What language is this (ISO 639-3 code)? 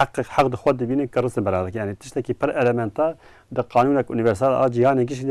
kur